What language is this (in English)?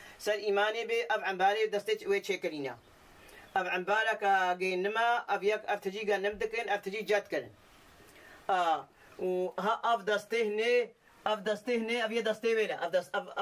Kurdish